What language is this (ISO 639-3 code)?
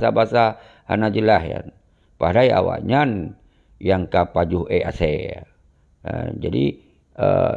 ace